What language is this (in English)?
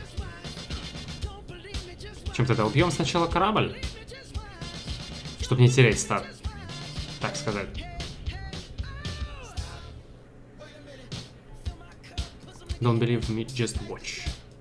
Russian